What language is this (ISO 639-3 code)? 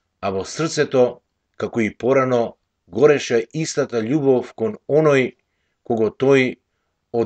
mkd